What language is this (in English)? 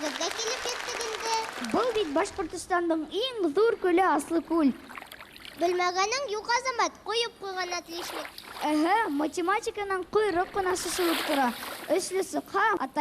Bashkir